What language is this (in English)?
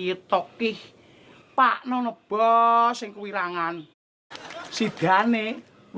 Javanese